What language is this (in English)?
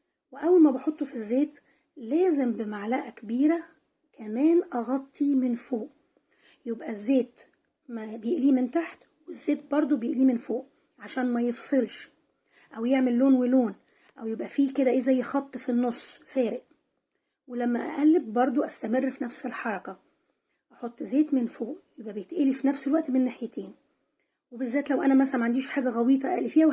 Egyptian Arabic